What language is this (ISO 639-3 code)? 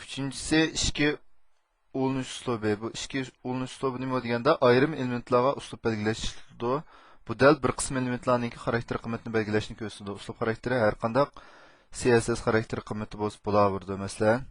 uig